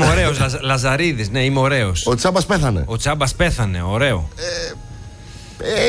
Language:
Greek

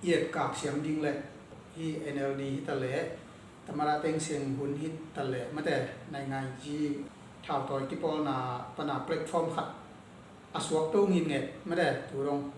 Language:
Tedim Chin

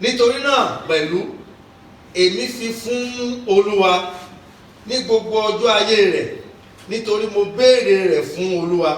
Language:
Yoruba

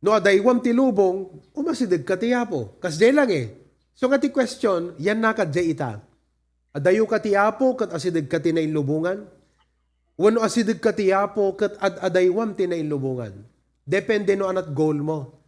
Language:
Iloko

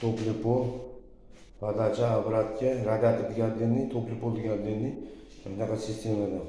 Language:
Uzbek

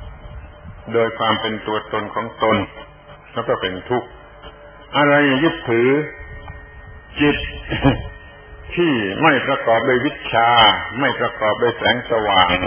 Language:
Thai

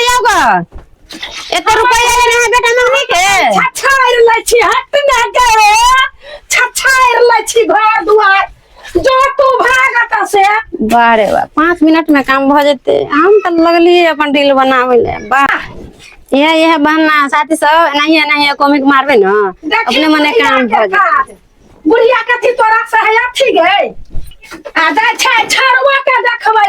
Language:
Maithili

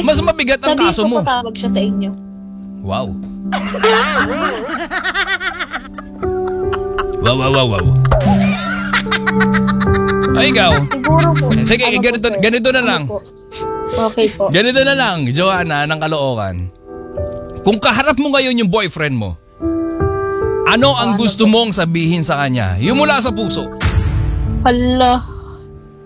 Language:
Filipino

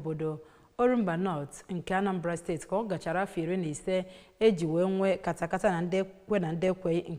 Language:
Igbo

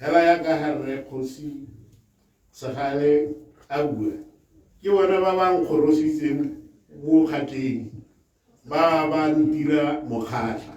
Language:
Tswana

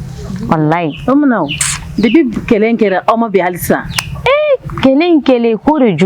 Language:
Bambara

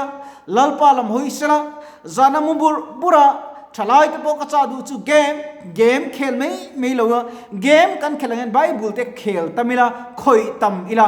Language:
Mizo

